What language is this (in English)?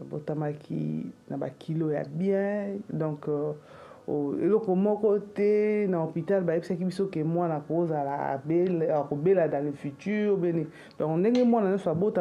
Lingala